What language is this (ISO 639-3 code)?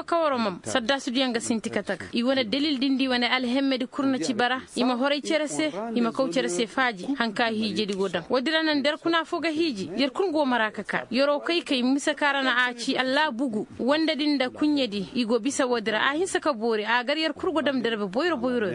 dje